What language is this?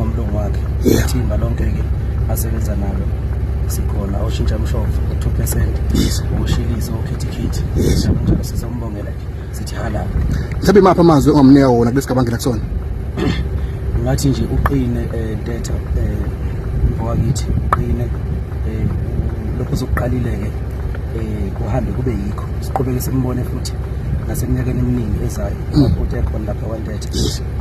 Zulu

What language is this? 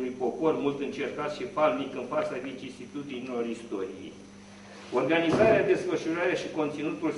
Romanian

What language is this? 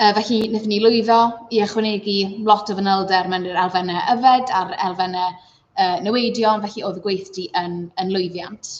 Welsh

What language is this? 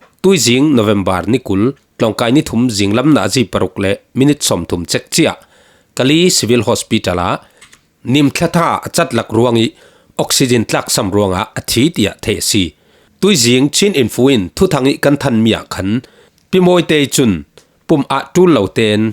Falam Chin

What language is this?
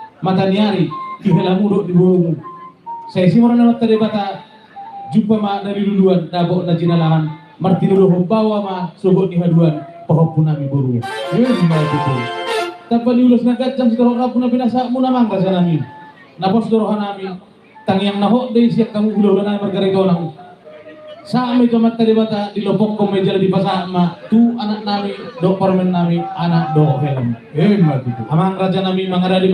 Batak Toba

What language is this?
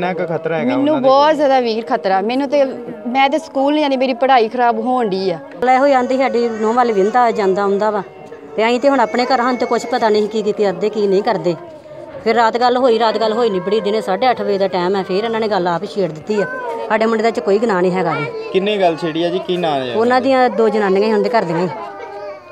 Punjabi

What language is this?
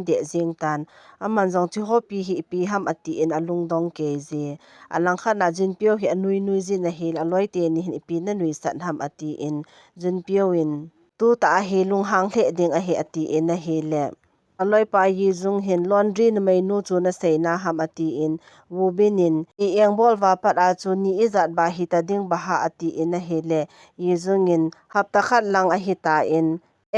Thado Chin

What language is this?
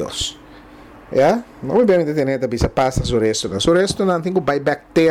Papiamento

